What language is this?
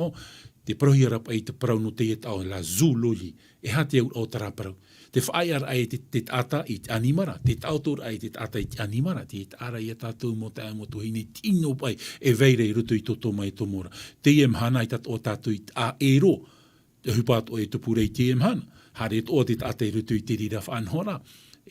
Tahitian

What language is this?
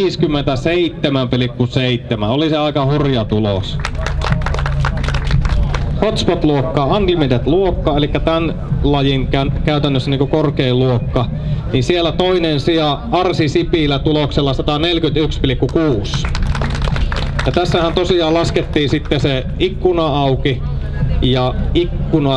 Finnish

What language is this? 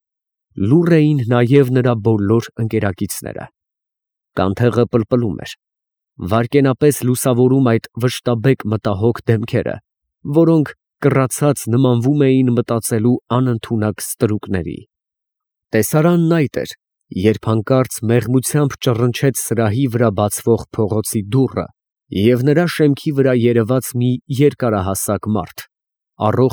Armenian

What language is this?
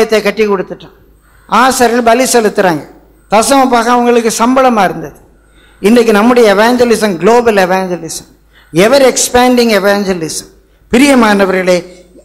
Tamil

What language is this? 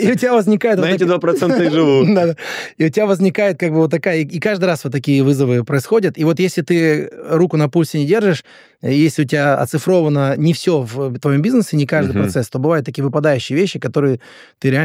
Russian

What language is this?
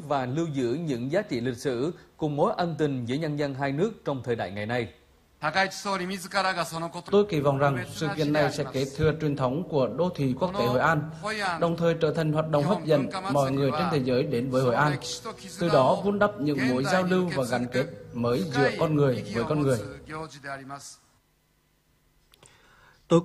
Vietnamese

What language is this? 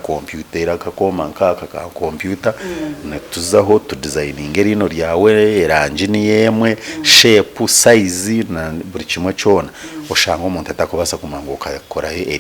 Nyankole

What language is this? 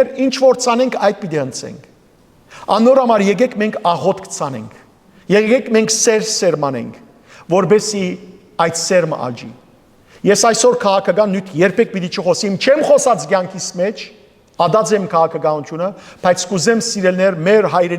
Western Armenian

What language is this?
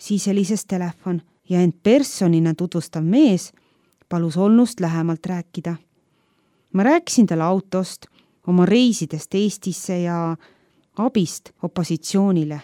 Estonian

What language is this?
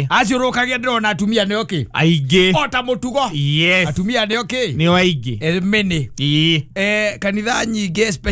Kikuyu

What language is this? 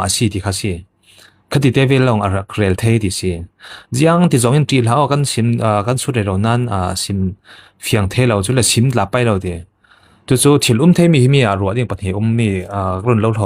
Falam Chin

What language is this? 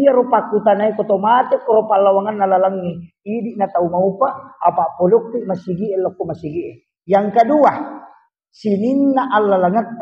Buginese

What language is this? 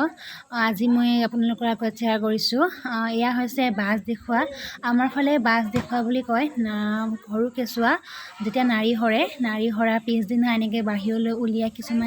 Assamese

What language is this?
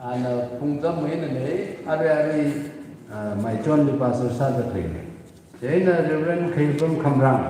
Tangkhul Naga (India)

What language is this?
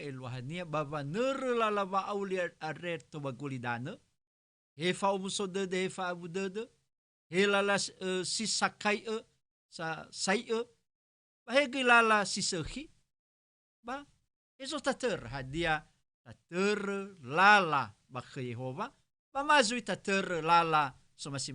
Nias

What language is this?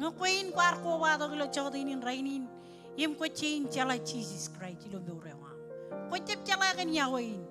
Marshallese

